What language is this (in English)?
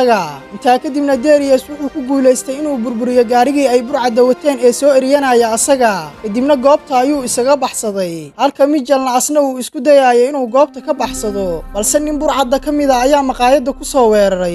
Somali